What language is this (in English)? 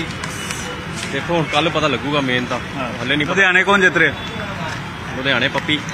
Punjabi